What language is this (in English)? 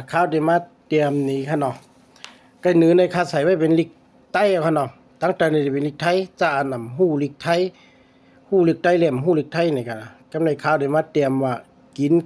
Shan